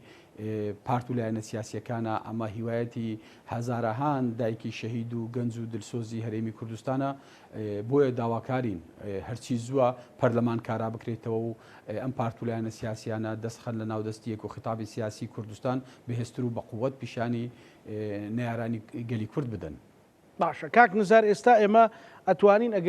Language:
Central Kurdish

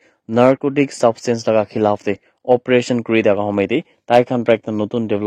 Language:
Naga Pidgin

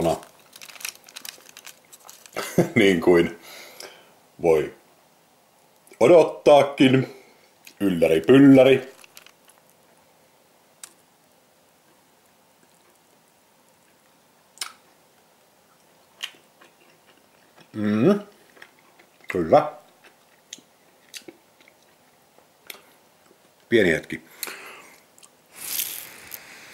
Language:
Finnish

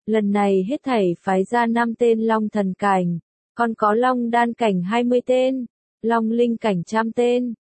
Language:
Vietnamese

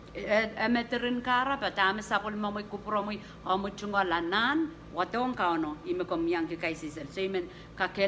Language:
Pohnpeian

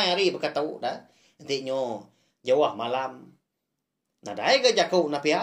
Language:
Iban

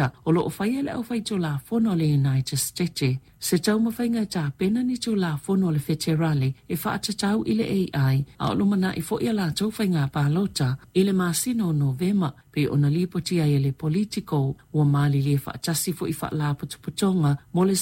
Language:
Samoan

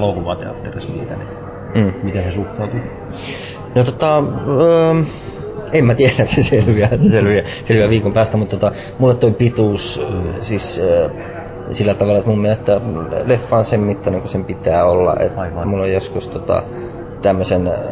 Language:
Finnish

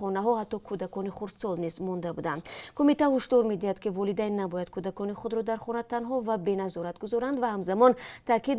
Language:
Tajik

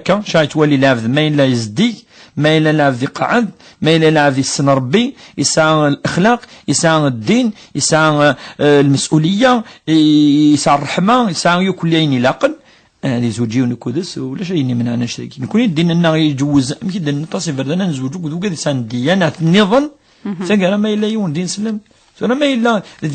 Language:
Kabyle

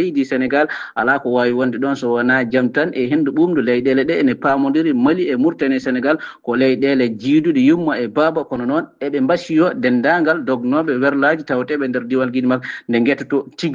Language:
Fula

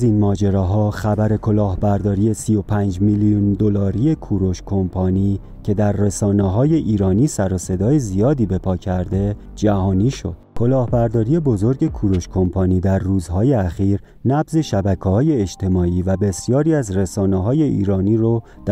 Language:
Persian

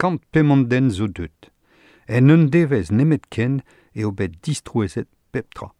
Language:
Breton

